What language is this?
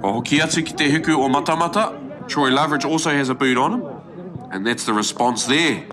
Māori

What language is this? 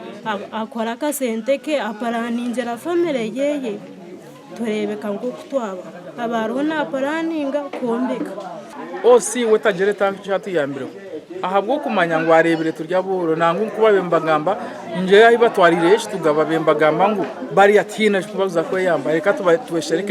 Nyankole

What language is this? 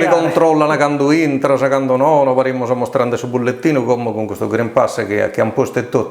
Sardinian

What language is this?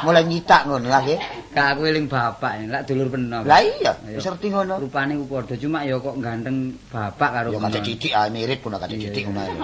Javanese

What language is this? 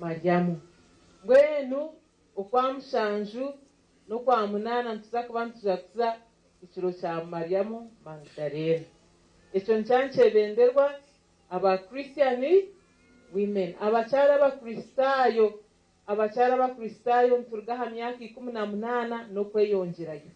Nyankole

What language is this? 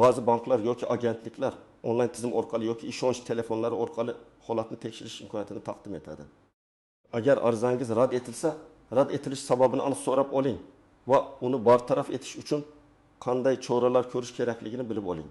Uzbek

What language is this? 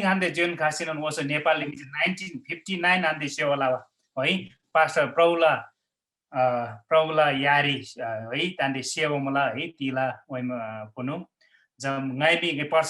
Eastern Tamang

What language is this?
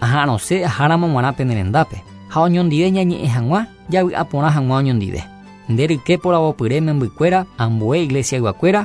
Guarani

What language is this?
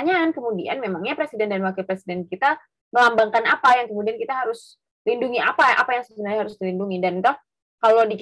Indonesian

